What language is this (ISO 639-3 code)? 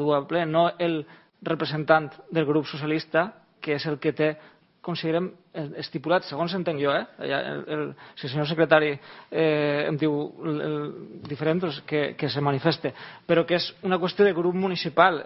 cat